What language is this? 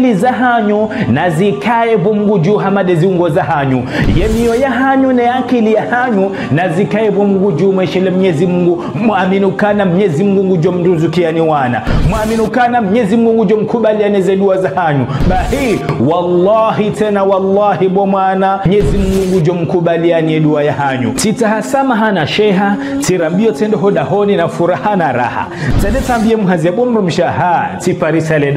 Ngazidja Comorian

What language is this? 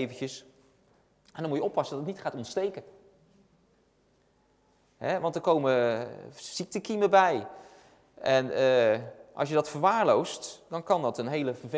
Dutch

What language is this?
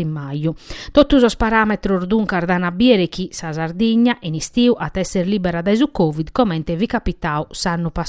Sardinian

